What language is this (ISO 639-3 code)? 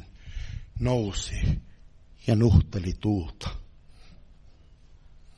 fin